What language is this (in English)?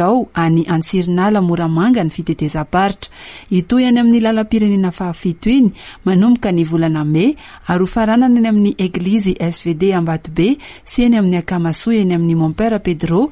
Malagasy